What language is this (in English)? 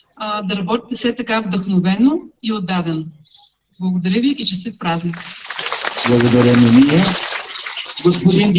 Bulgarian